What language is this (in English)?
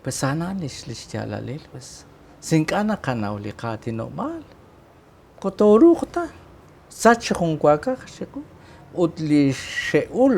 Kekchí